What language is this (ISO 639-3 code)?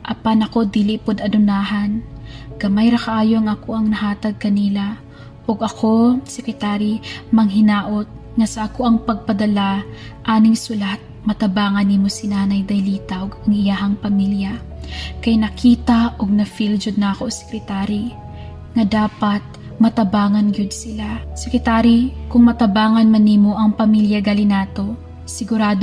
ceb